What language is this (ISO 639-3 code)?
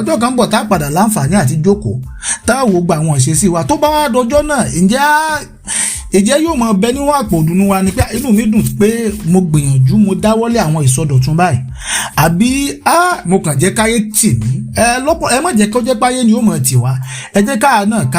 yor